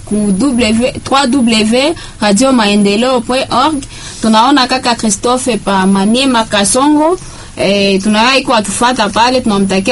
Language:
Swahili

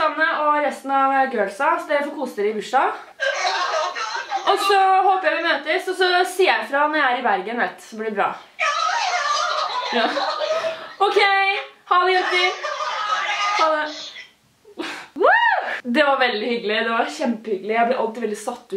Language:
Norwegian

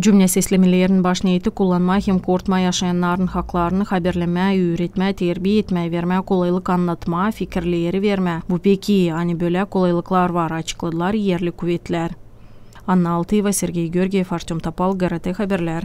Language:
Gagauz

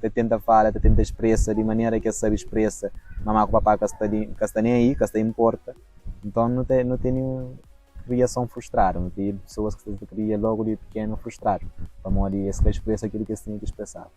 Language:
Kabuverdianu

